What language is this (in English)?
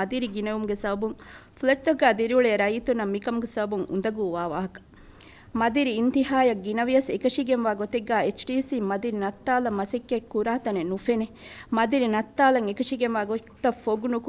Divehi